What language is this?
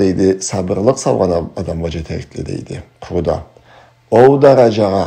Karachay-Balkar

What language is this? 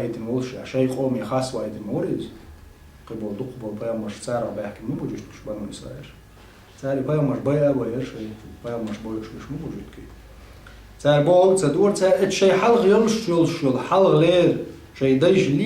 Chechen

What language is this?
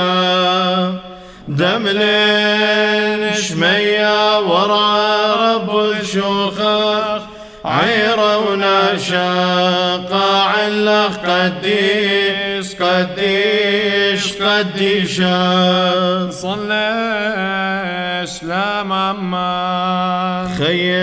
Classical Syriac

